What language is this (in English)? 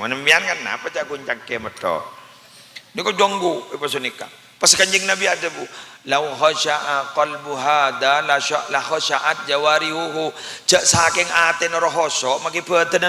Madurese